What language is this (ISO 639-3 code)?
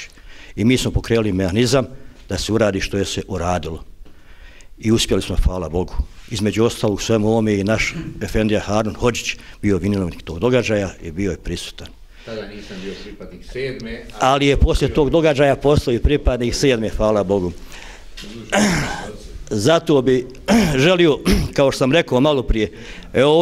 bos